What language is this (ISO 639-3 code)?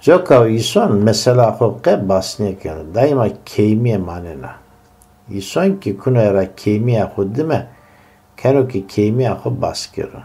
zza